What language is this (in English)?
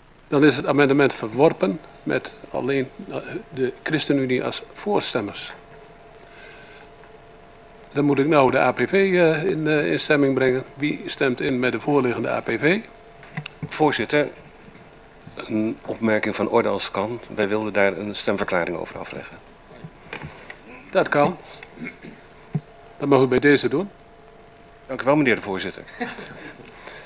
Dutch